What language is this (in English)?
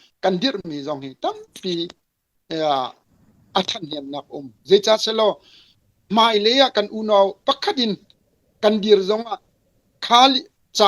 Hakha Chin